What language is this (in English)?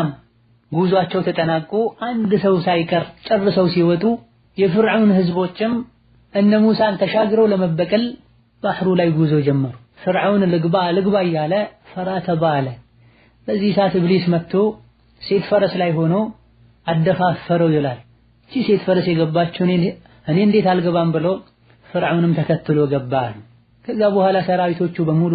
Amharic